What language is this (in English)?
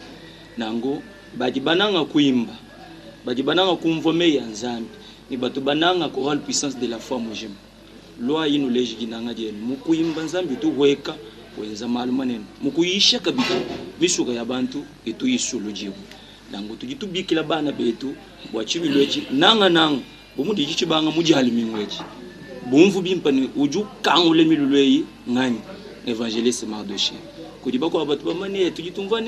Luba-Lulua